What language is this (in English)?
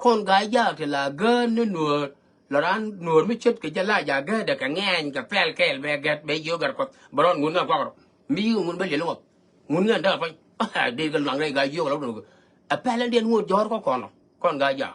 Nuer